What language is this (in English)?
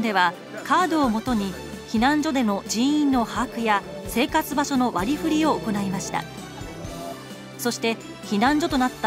Japanese